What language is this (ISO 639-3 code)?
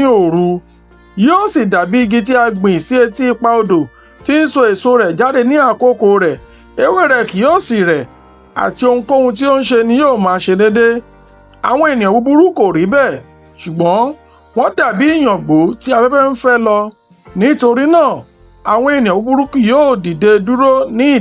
yor